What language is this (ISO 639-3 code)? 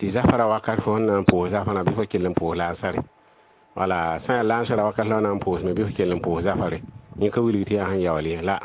mos